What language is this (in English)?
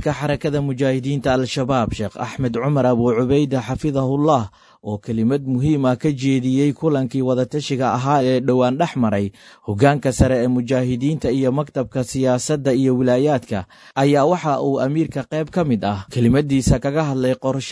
Somali